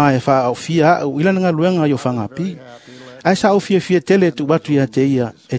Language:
Samoan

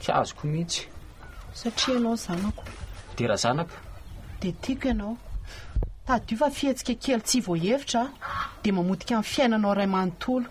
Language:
Malagasy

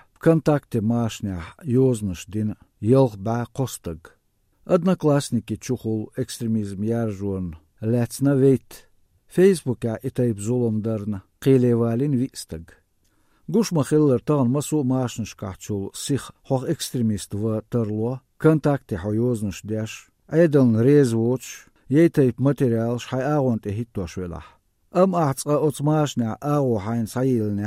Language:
Chechen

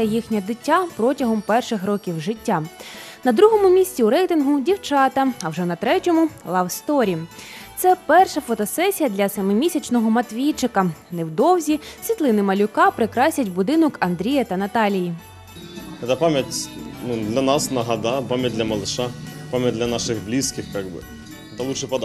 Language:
Ukrainian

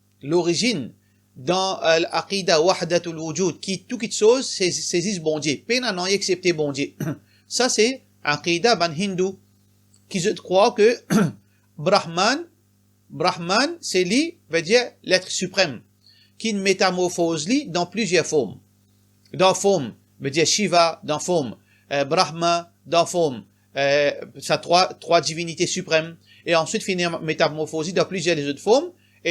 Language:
Morisyen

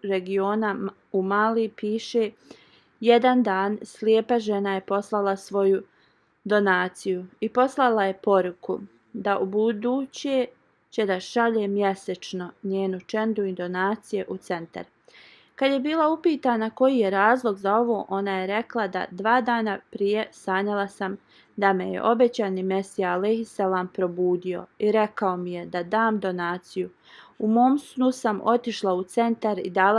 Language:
Bosnian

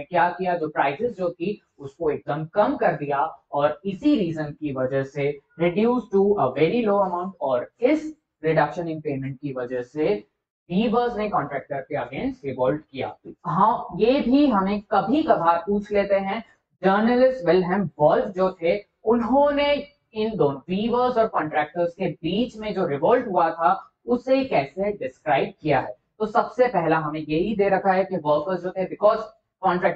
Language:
Hindi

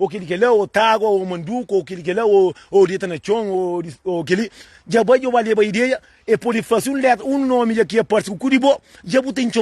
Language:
Kabuverdianu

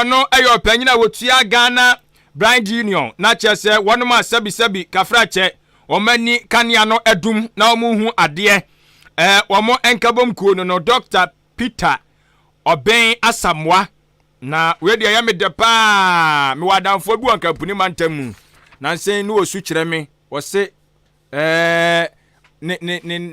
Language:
Akan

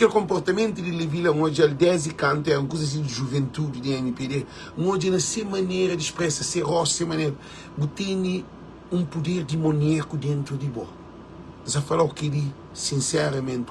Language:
Kabuverdianu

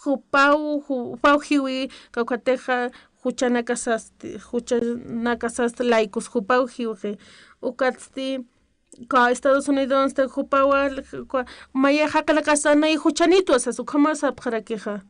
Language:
Aymara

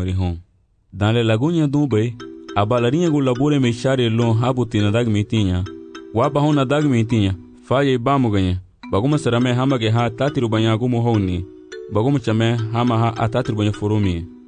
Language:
Garifuna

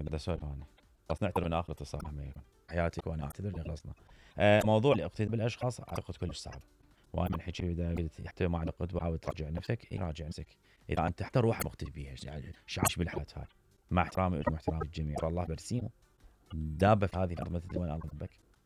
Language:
Mesopotamian Arabic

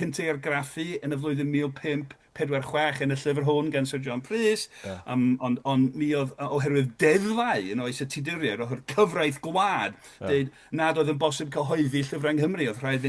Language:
Welsh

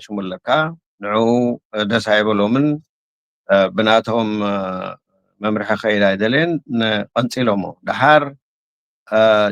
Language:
Tigrinya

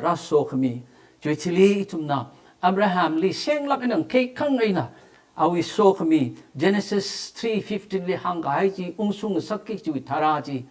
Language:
Tangkhul Naga (India)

